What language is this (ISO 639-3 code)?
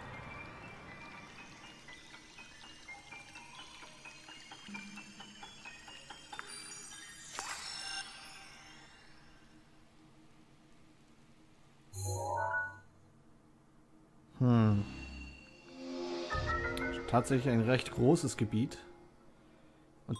deu